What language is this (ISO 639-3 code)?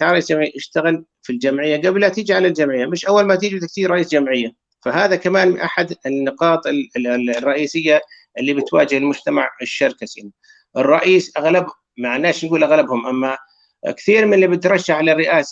apc